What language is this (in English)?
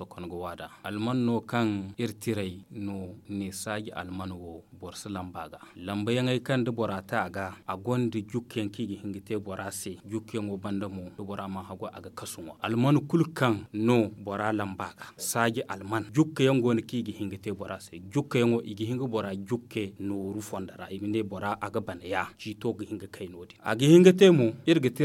Zarma